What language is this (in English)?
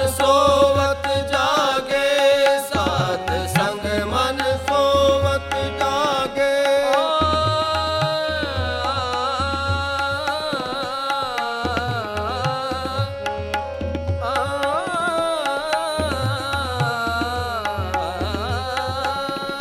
Hindi